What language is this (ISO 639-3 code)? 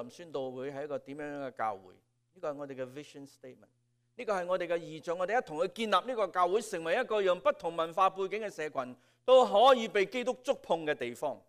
yue